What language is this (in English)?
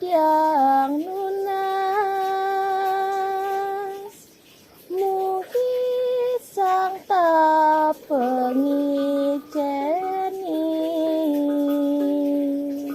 Balinese